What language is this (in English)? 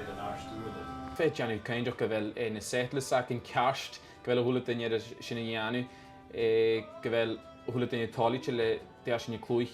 Scottish Gaelic